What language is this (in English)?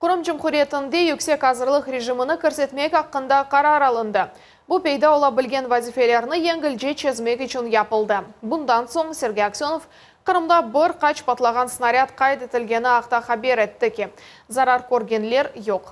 Crimean Tatar